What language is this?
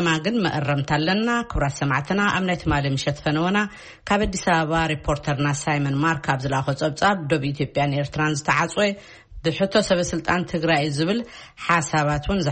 Tigrinya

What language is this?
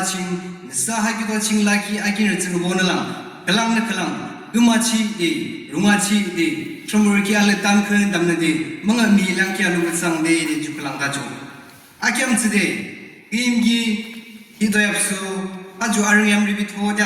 Yimchungru Naga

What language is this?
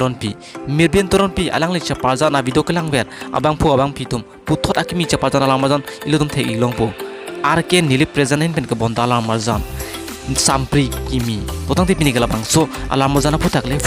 Karbi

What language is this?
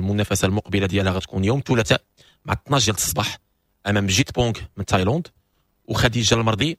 Moroccan Arabic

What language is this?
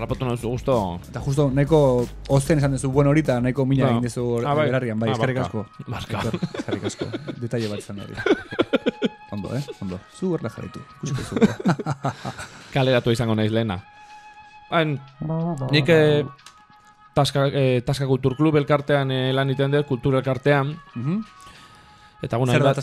Basque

